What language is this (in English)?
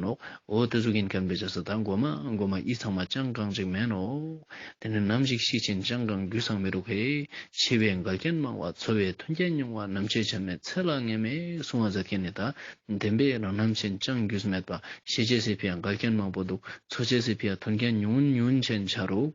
Ladakhi